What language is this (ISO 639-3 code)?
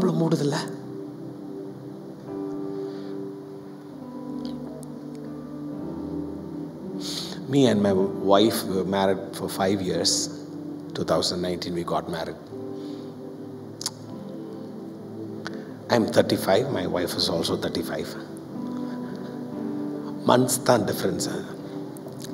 tam